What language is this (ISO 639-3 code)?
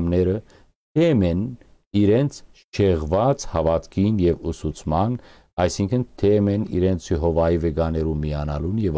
hyw